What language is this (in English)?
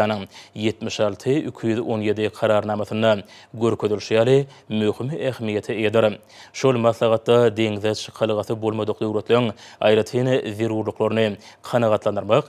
Turkmen